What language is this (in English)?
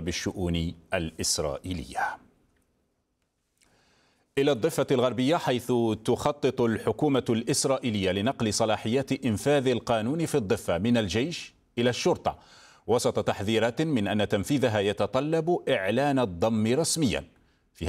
Arabic